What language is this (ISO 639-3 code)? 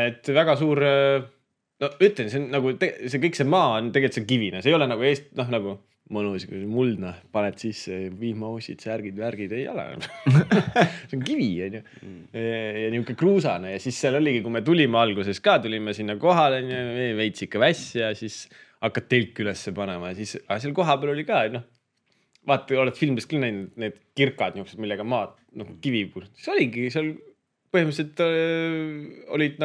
est